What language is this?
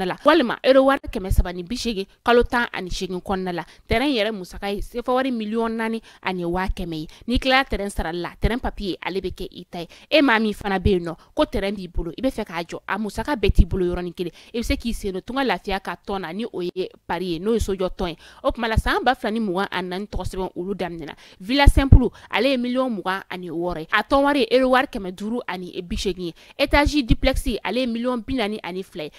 Bambara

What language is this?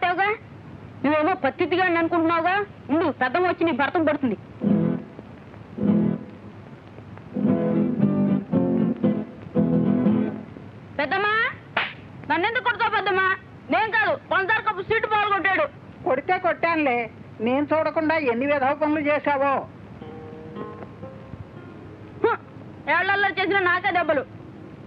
Telugu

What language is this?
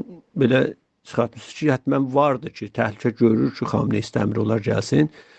South Azerbaijani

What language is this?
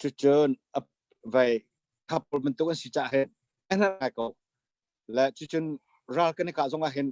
Hakha Chin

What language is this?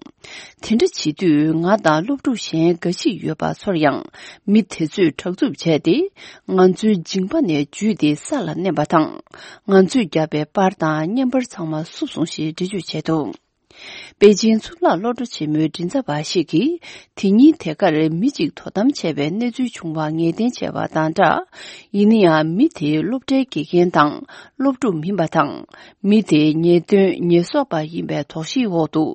Tibetan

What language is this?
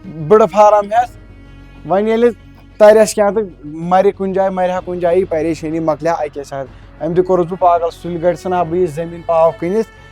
Kashmiri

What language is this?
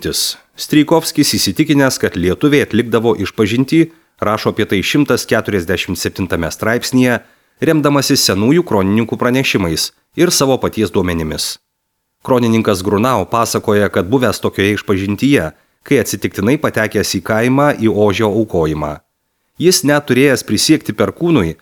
Lithuanian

